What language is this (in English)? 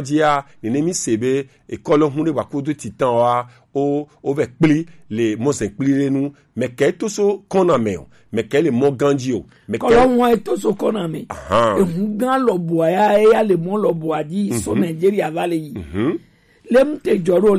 Gen